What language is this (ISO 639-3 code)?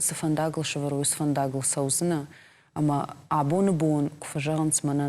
oss